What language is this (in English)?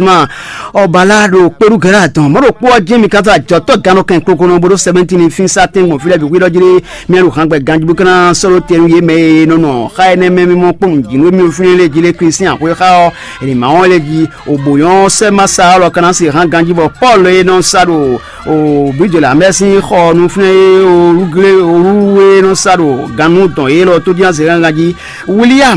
Fon